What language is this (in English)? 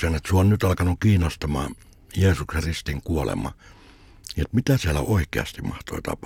Finnish